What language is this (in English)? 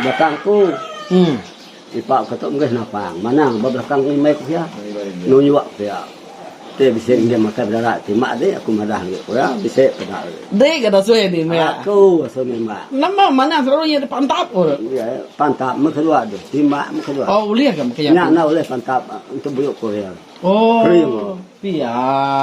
Iban